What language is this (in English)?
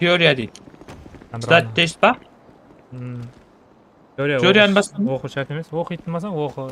Kara-Kalpak